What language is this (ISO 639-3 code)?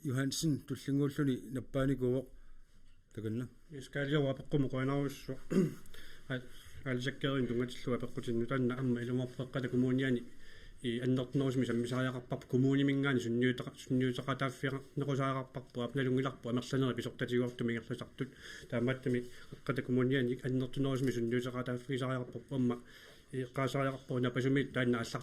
kal